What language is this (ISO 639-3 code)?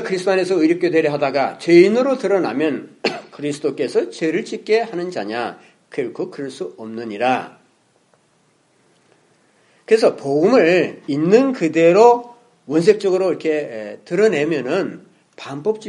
kor